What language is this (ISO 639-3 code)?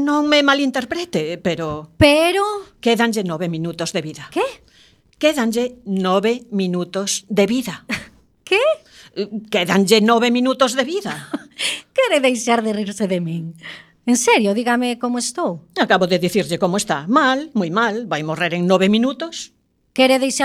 glg